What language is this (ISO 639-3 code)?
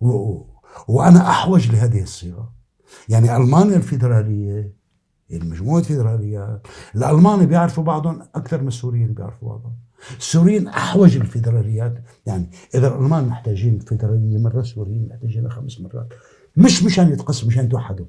apc